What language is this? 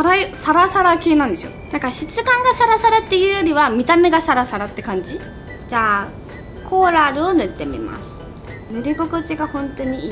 Japanese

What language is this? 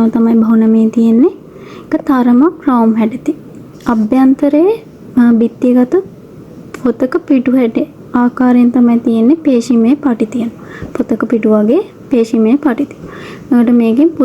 Sinhala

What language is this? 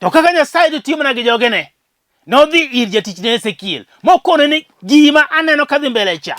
Luo (Kenya and Tanzania)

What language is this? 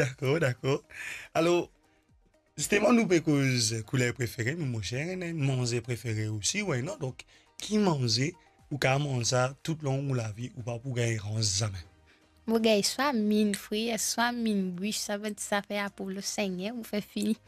Morisyen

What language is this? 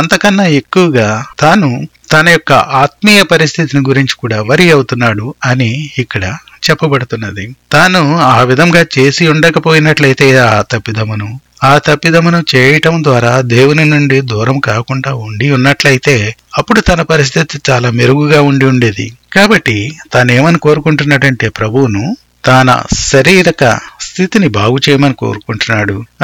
Telugu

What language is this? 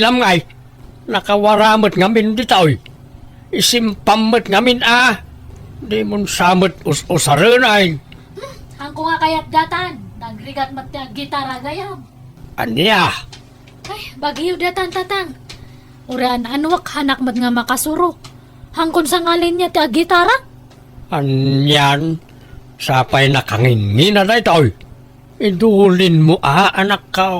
Iloko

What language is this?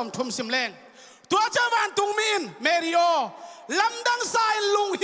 Tedim Chin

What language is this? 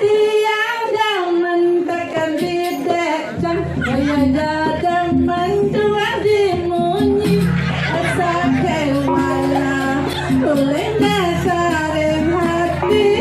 Balinese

